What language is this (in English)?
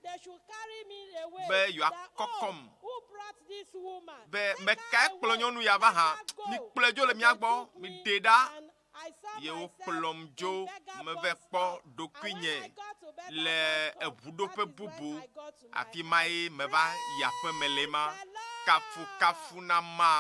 Ewe